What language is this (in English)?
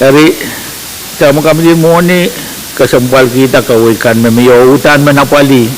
Pohnpeian